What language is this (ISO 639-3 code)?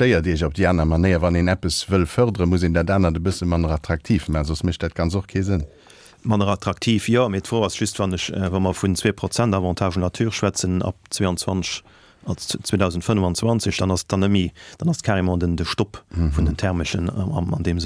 ltz